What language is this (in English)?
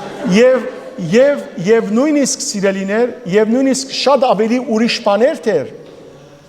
Western Armenian